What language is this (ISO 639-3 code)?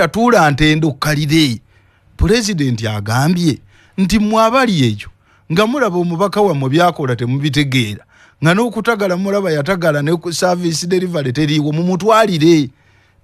lug